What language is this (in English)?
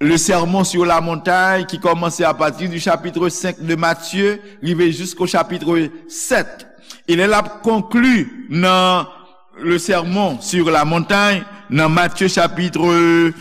Haitian Creole